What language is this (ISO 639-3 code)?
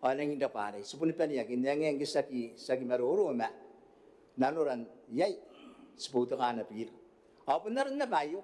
gil